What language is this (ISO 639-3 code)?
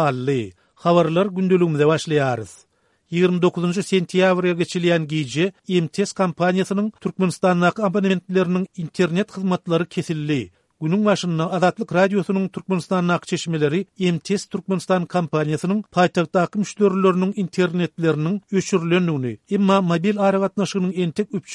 tuk